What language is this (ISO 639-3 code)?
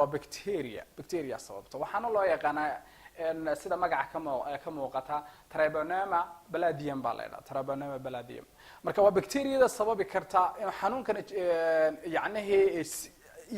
som